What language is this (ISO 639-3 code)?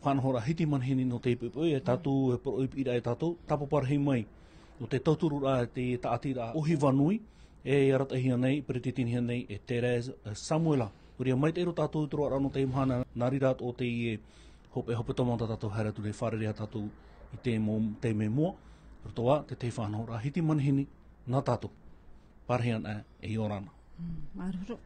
tah